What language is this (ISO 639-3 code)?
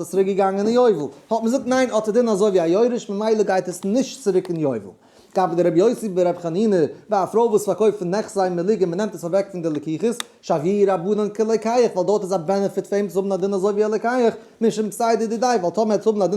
yid